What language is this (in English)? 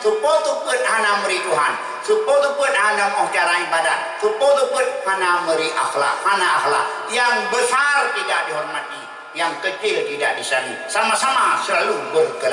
Achinese